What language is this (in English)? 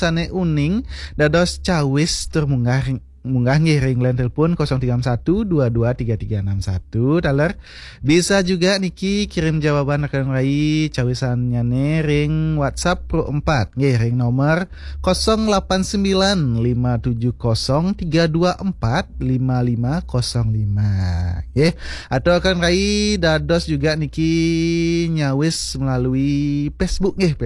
Balinese